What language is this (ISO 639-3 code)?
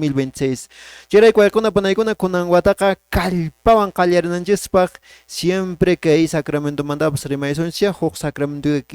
que